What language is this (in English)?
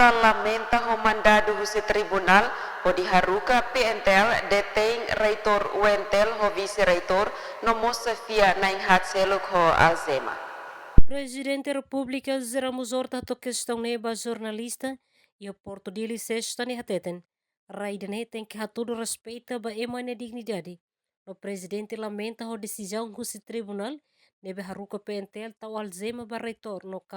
Tetum